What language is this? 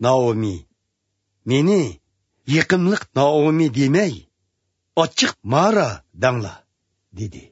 Uyghur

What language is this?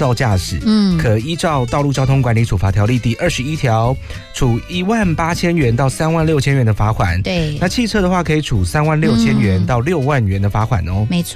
Chinese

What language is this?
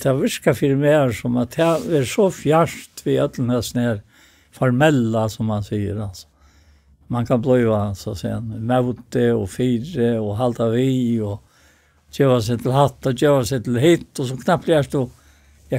Faroese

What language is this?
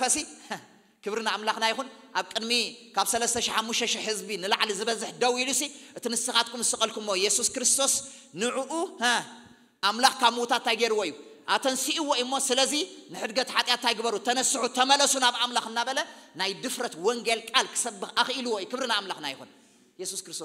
Tigrinya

